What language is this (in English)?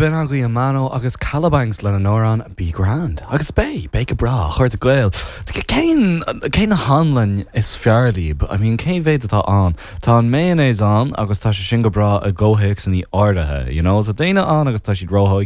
Irish